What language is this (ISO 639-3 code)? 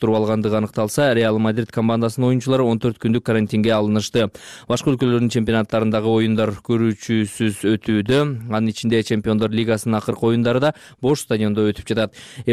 kir